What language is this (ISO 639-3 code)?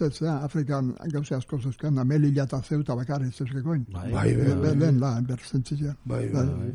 eus